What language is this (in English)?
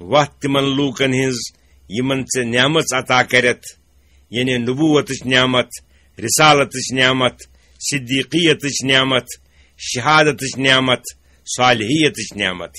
Kashmiri